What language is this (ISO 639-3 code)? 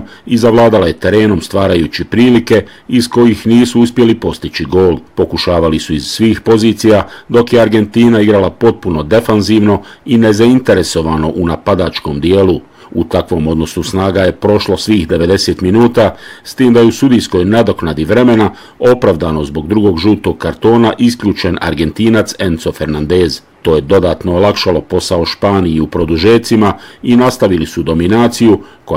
bos